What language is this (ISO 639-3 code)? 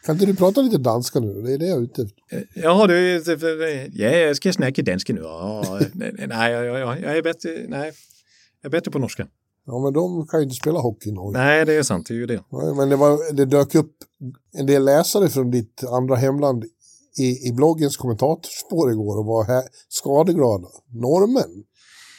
swe